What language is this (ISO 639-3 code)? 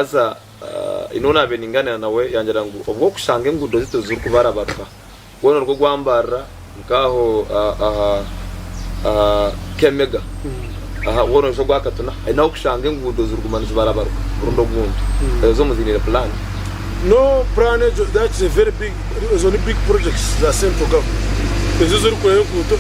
nyn